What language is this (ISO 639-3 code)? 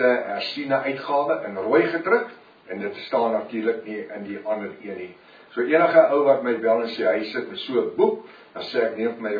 afr